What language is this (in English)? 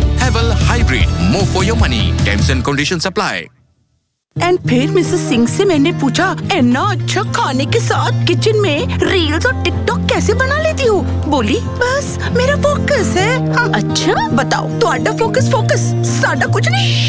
Hindi